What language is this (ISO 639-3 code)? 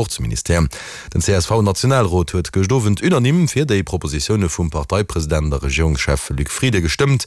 ltz